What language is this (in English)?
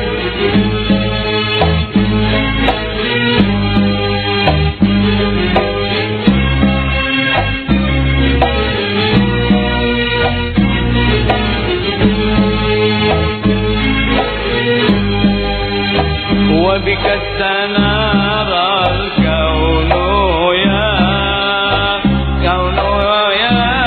Arabic